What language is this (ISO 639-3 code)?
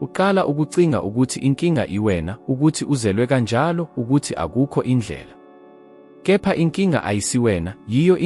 zul